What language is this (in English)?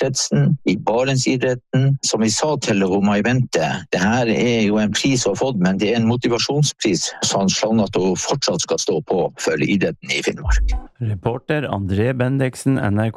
Norwegian